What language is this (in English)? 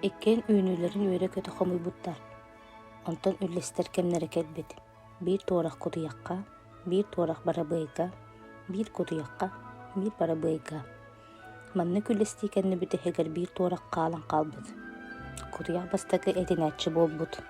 Yakut